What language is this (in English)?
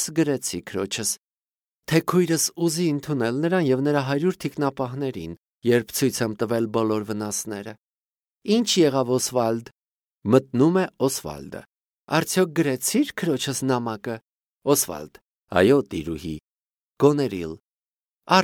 Armenian